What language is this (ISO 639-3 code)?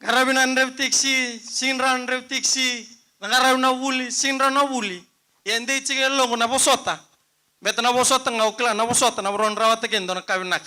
fij